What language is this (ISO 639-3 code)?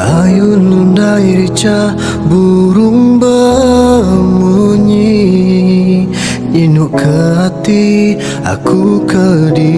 iba